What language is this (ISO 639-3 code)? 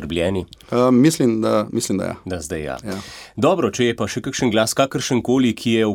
slv